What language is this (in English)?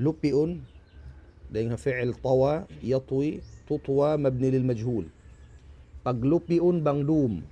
Tausug